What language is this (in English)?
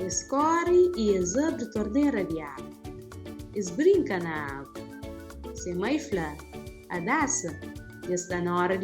Kabuverdianu